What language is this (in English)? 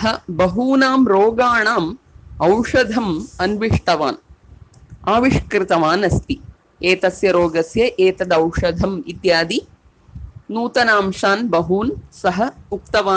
Sanskrit